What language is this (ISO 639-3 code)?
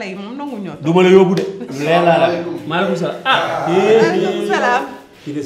wol